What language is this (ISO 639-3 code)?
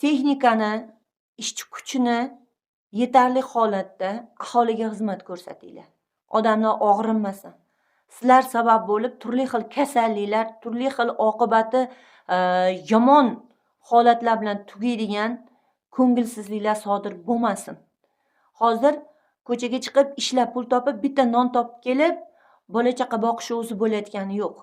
uzb